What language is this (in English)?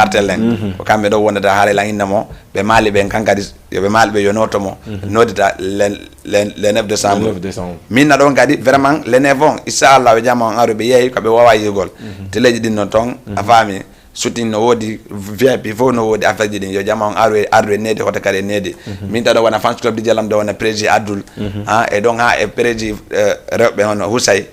Fula